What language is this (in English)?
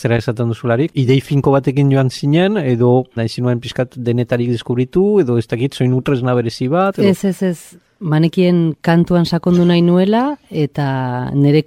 Basque